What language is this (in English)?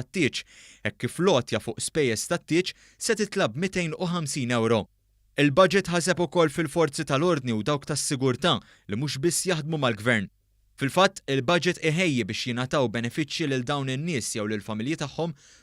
Maltese